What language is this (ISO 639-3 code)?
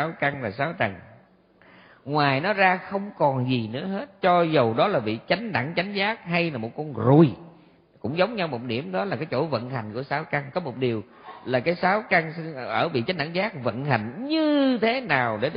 vie